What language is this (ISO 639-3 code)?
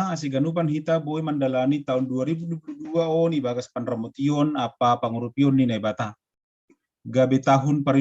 bts